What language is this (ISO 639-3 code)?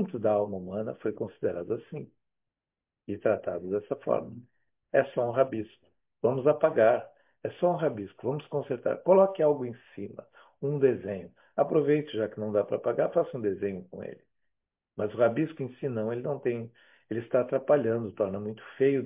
por